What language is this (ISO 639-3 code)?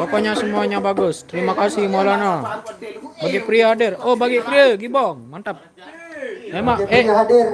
sas